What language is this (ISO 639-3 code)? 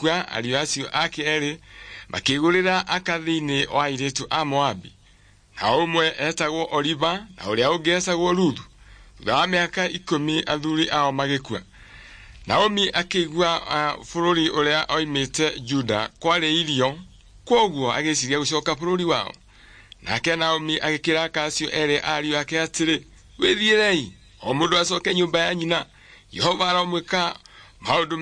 kik